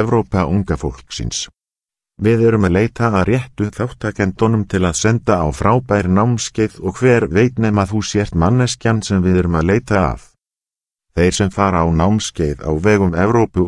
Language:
Icelandic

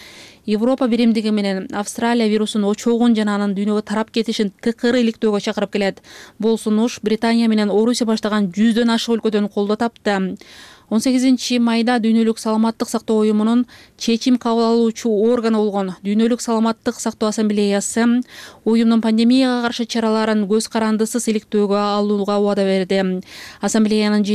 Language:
Kyrgyz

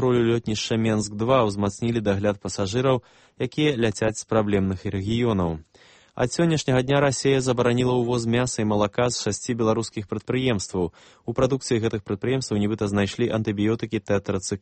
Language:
Belarusian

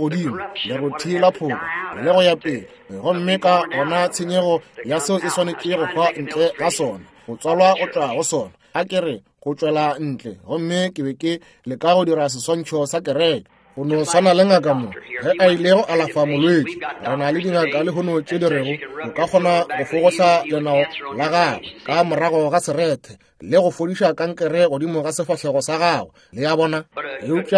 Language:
Northern Sotho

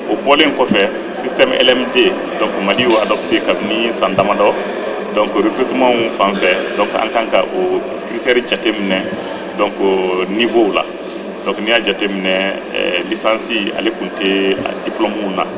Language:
Bambara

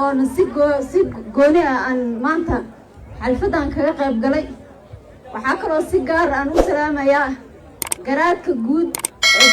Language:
Somali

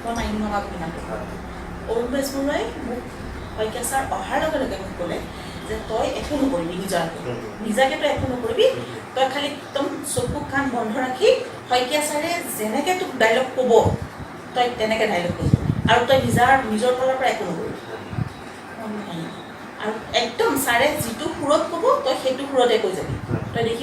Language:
Assamese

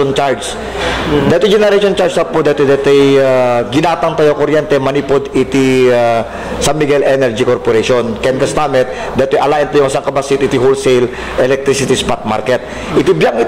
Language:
Iloko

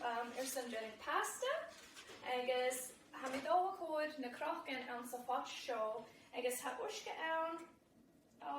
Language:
Scottish Gaelic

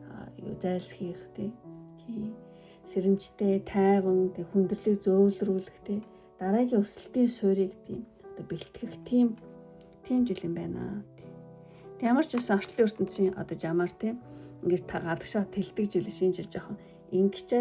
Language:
Mongolian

